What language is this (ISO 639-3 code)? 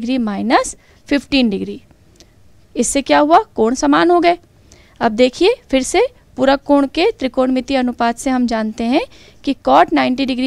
hin